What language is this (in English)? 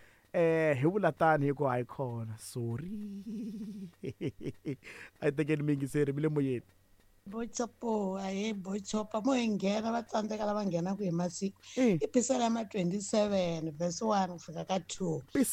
Tsonga